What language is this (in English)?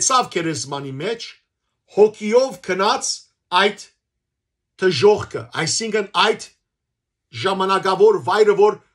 Western Armenian